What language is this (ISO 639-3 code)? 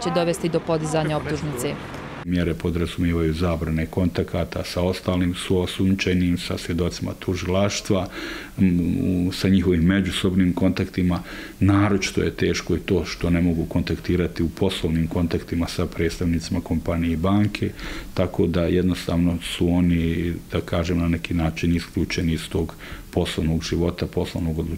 bos